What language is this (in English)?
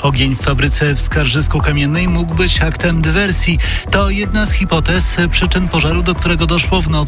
Polish